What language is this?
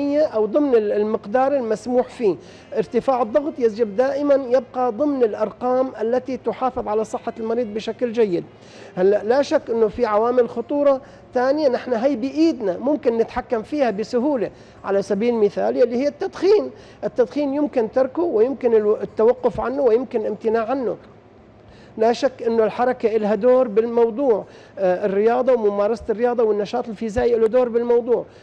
North Levantine Arabic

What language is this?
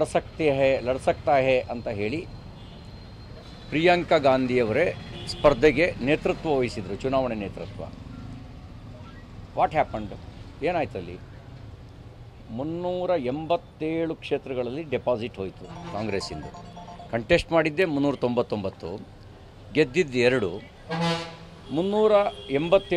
Kannada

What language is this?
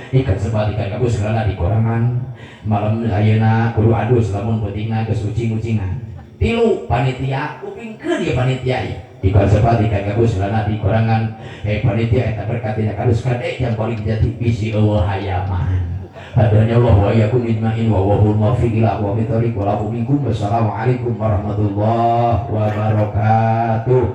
Sundanese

